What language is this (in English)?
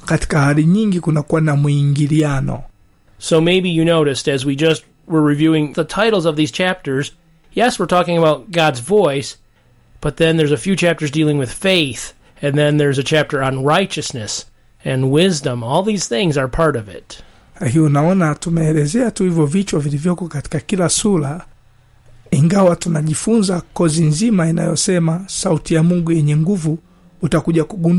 Swahili